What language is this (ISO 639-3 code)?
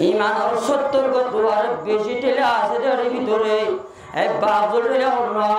rhg